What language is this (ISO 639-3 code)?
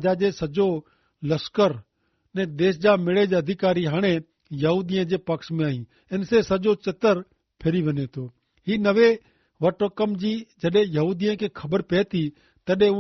kfr